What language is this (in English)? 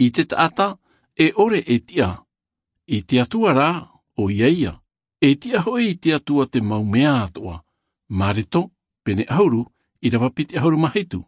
Tahitian